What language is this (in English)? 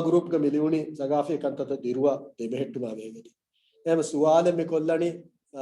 Divehi